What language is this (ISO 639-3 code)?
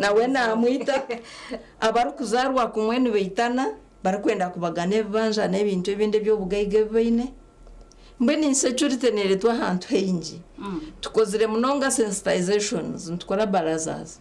nyn